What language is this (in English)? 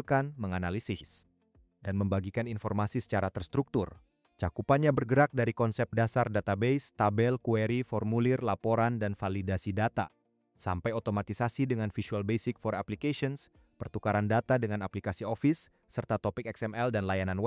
Indonesian